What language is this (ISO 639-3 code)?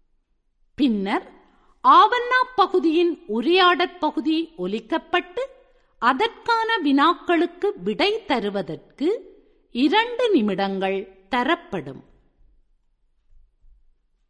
tam